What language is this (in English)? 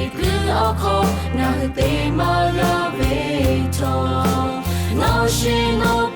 Lahu